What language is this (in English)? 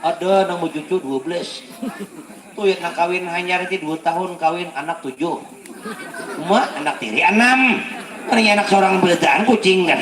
Banjar